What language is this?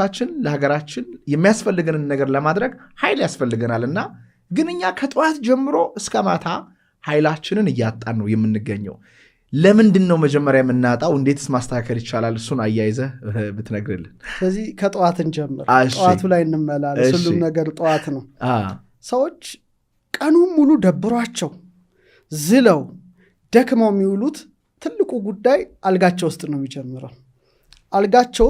Amharic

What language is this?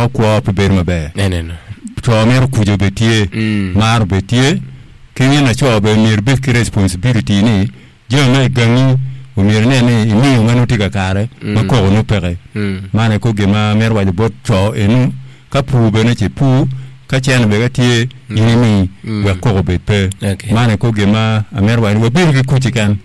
Acoli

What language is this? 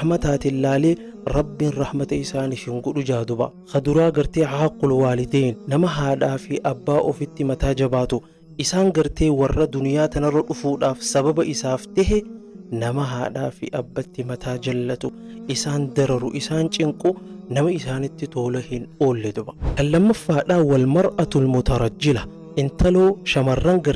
Oromo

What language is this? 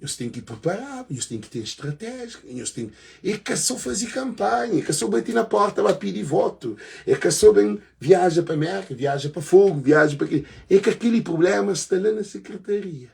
Kabuverdianu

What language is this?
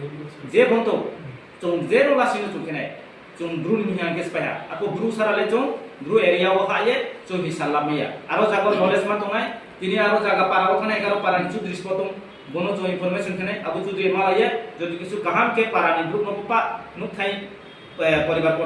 Riang (India)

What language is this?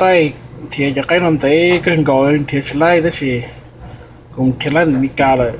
Hmong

